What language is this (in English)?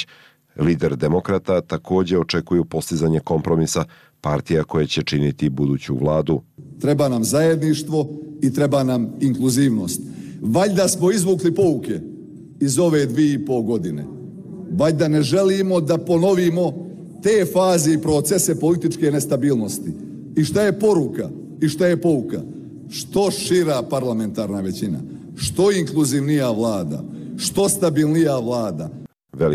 Bosnian